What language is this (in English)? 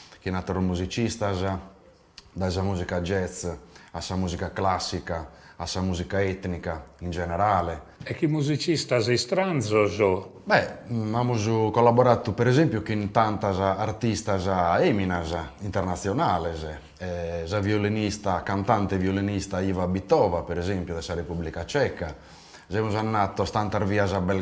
Sardinian